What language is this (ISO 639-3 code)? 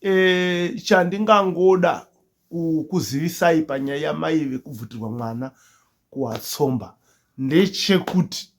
sna